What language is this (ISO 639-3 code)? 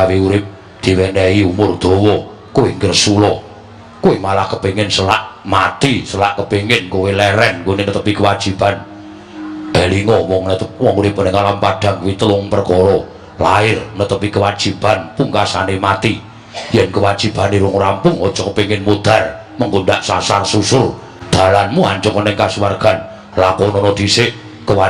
jav